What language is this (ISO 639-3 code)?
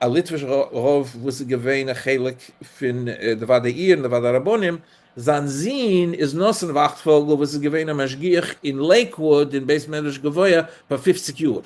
yid